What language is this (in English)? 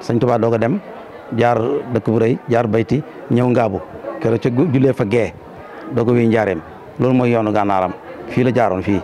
Wolof